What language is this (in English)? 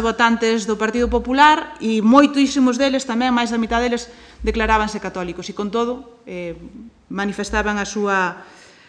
Galician